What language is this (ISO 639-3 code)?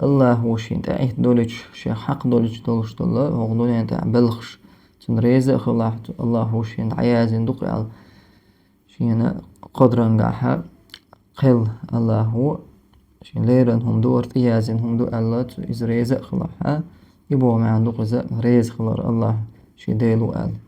che